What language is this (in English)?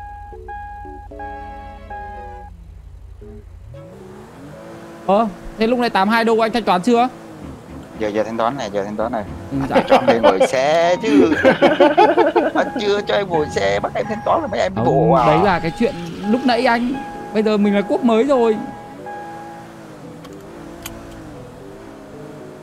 Vietnamese